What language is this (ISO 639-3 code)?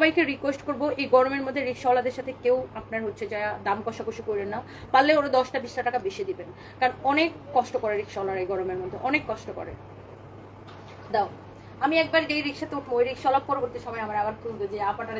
ben